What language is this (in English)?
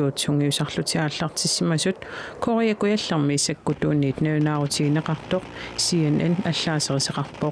Kalaallisut